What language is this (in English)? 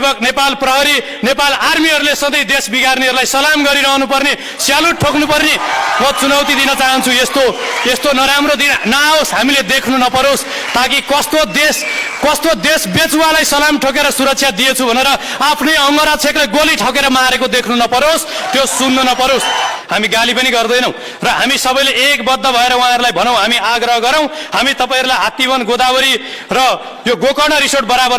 Nepali